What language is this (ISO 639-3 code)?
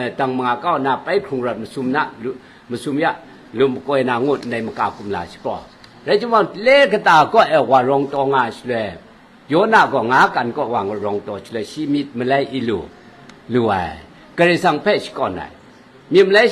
kac